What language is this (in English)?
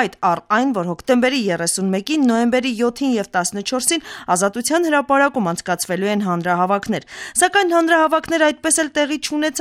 Armenian